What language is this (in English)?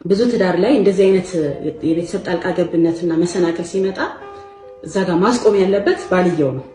Amharic